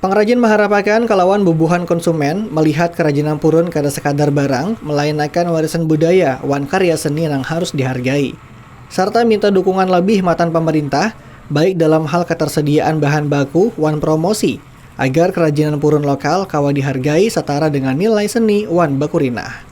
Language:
Banjar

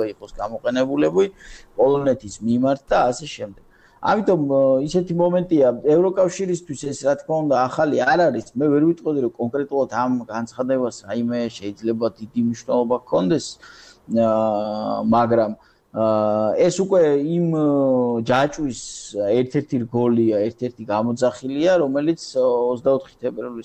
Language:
Georgian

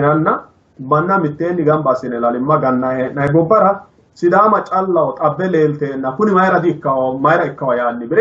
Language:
Sidamo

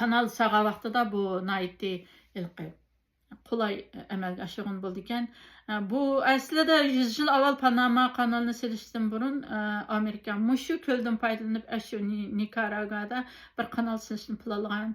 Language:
Uyghur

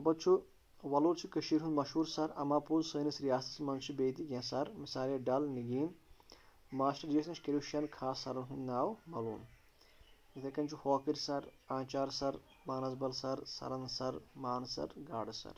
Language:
Kashmiri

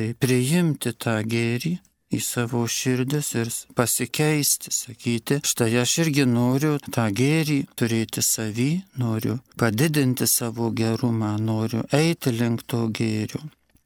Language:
Lithuanian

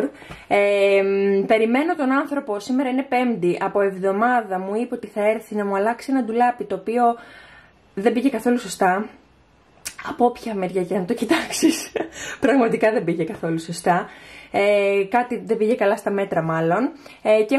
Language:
Greek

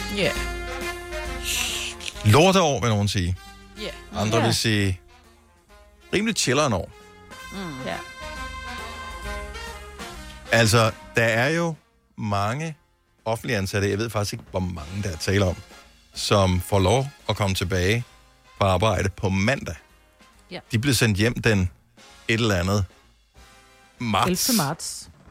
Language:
Danish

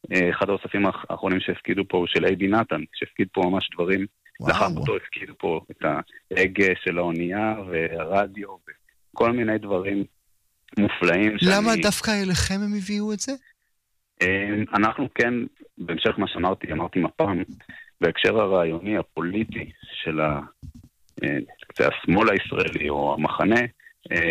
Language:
Hebrew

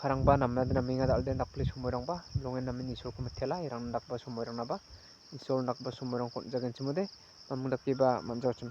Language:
Garo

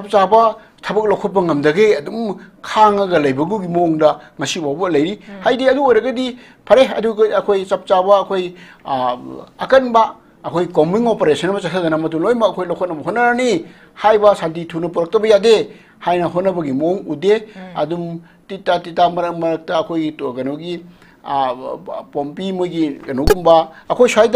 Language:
Manipuri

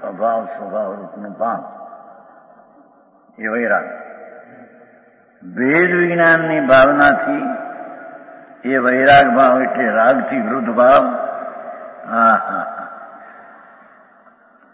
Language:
Gujarati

